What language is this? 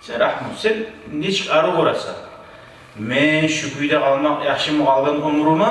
Kumyk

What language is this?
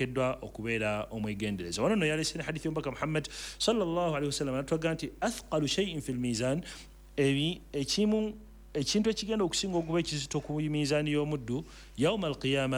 Ganda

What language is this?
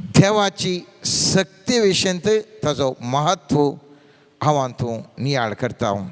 Konkani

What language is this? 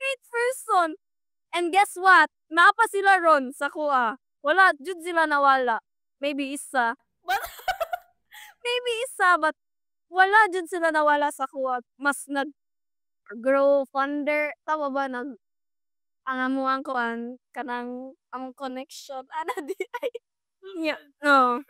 Cebuano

